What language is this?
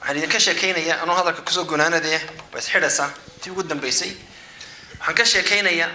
Somali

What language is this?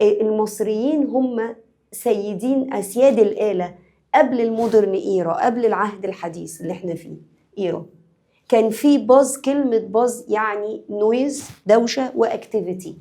Egyptian Arabic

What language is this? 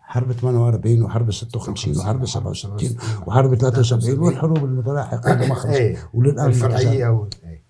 North Levantine Arabic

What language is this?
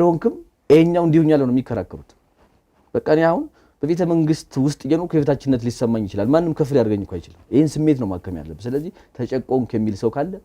Amharic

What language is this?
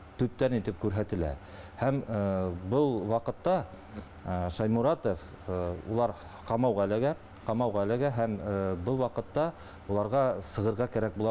Bashkir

